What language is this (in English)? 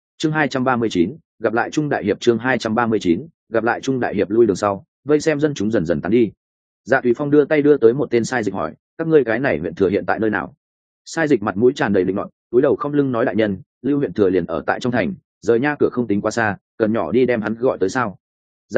Vietnamese